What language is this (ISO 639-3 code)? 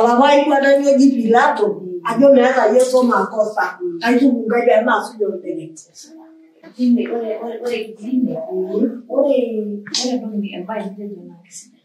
mas